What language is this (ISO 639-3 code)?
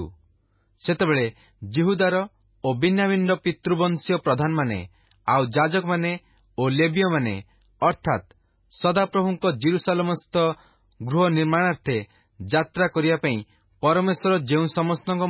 ori